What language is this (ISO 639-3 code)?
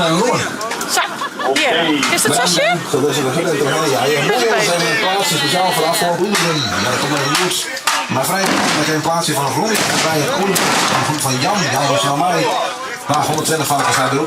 fry